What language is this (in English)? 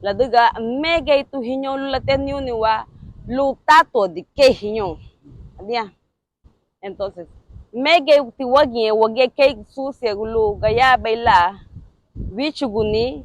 Garifuna